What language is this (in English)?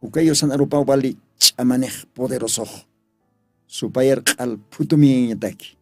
Aymara